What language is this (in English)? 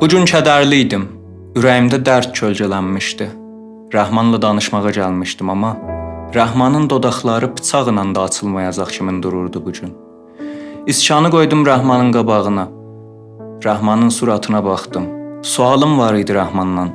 South Azerbaijani